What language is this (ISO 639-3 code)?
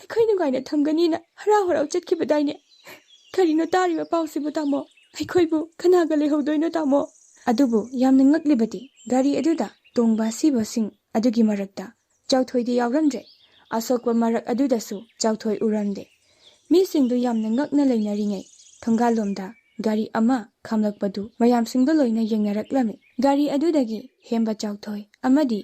mni